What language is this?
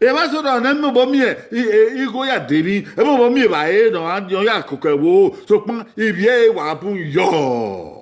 Bini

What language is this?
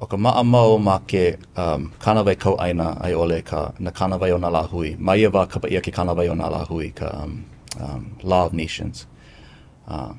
Hawaiian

